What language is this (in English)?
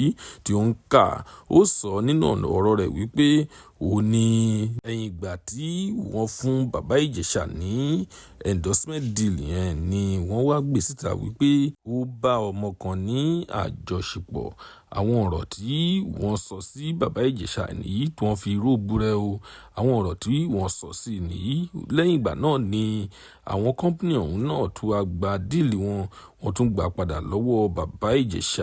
Yoruba